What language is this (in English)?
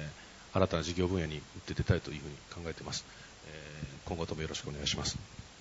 Japanese